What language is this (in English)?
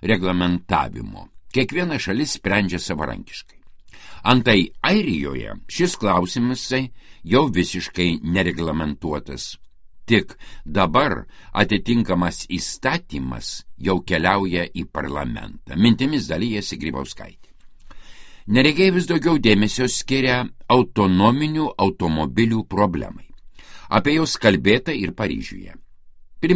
Lithuanian